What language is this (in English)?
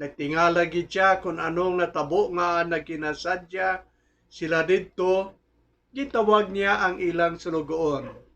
Hiligaynon